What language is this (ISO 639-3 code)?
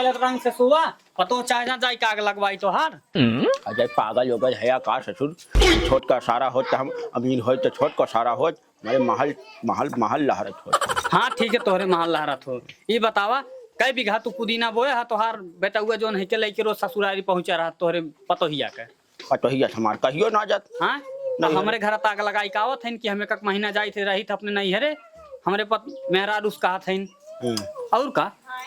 awa